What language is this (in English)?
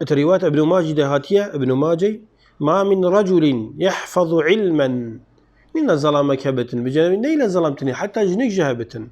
Kurdish